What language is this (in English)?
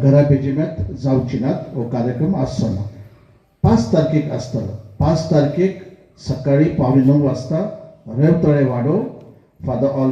Konkani